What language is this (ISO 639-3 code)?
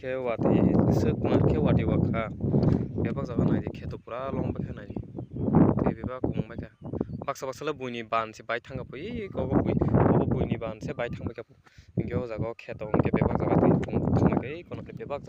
trp